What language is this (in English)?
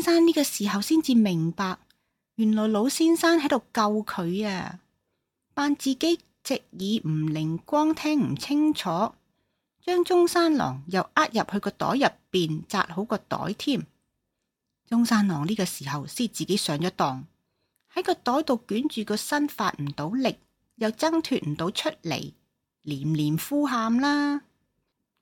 Cantonese